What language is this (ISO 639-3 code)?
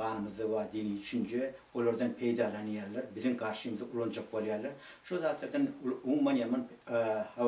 tuk